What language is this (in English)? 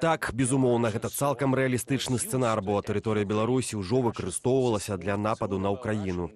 Belarusian